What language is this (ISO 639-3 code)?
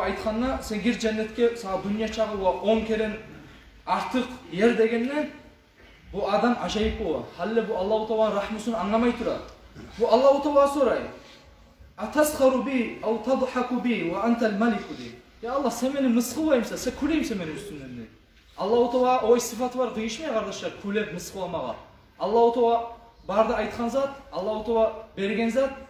kum